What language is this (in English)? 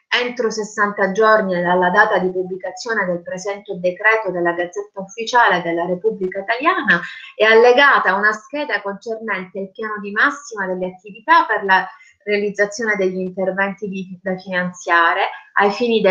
Italian